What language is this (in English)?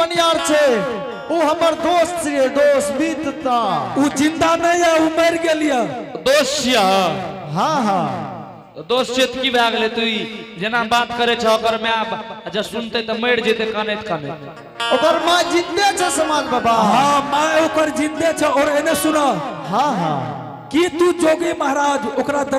Angika